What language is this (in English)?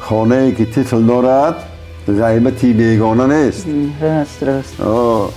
Tajik